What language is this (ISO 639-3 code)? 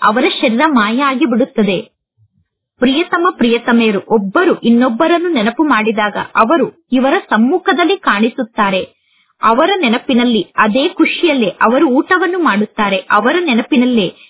kan